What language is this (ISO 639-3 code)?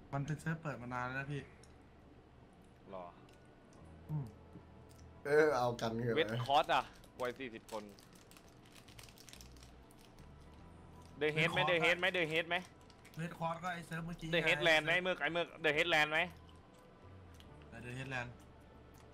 tha